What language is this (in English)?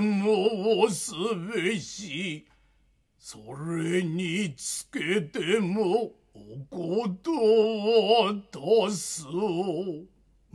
Japanese